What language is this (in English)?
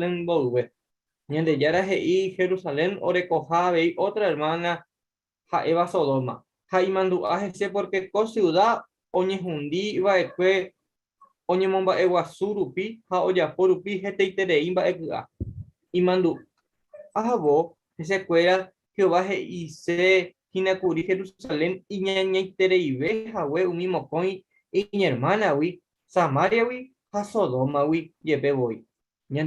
Guarani